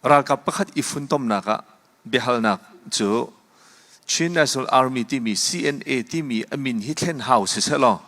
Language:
Hakha Chin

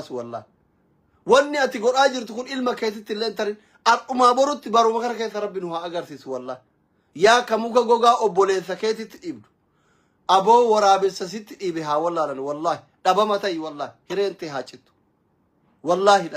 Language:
Oromo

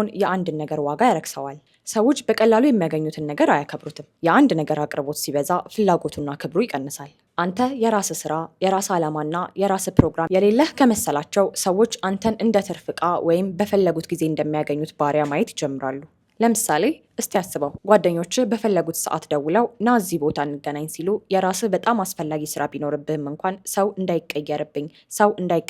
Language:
Amharic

